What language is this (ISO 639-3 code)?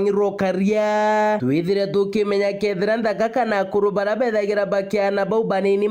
mer